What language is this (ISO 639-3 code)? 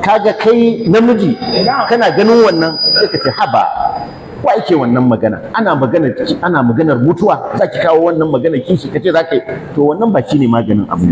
hau